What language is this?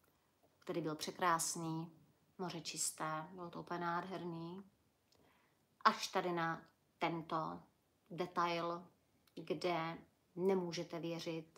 Czech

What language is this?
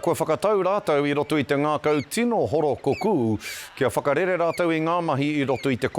Māori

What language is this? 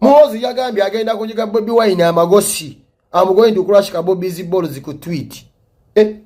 Ganda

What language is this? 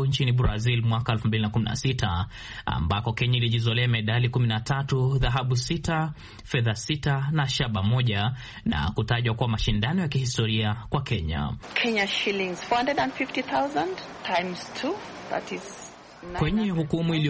Swahili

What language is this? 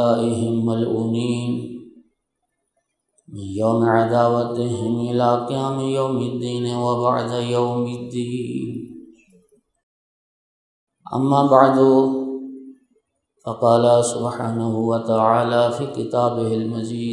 Urdu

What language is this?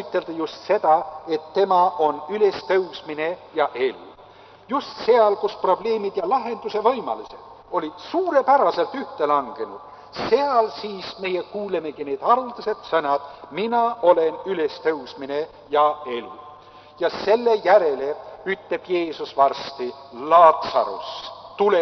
Estonian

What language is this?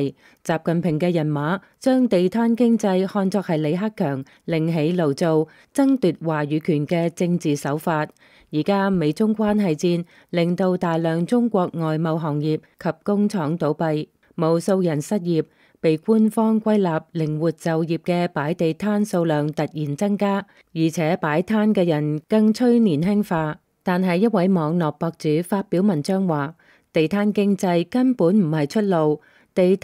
Cantonese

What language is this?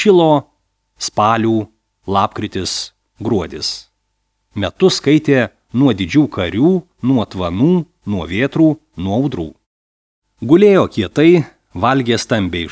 Lithuanian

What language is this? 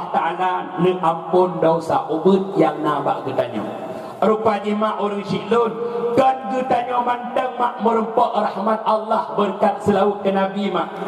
Achinese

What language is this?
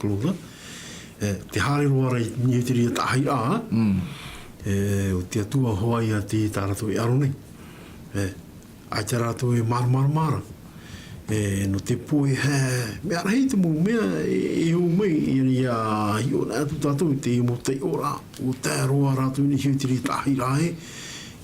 Tahitian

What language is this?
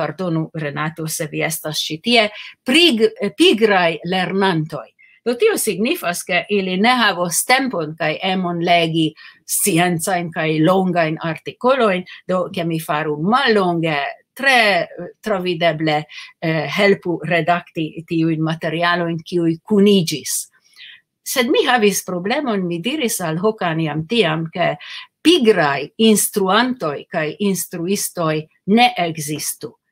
Esperanto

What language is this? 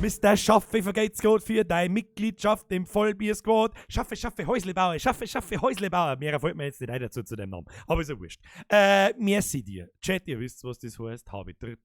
Bavarian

